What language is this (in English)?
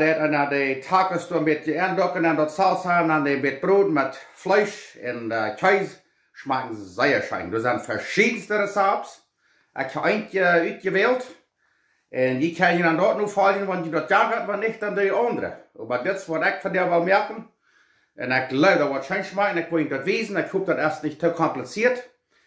Plautdietsch